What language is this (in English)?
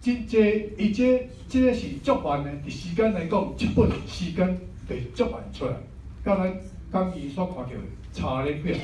Min Nan Chinese